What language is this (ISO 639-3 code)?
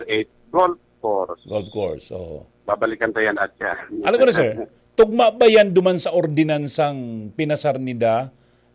bik